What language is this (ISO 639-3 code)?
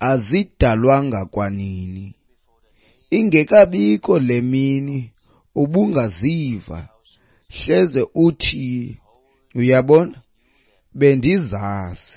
xho